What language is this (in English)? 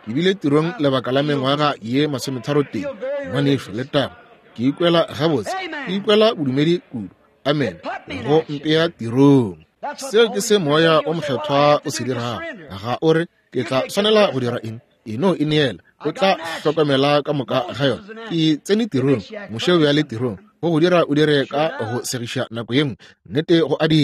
Northern Sotho